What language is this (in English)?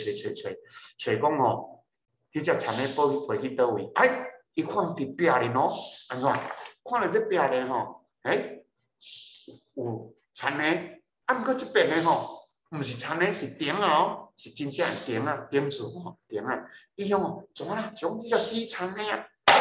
Min Nan Chinese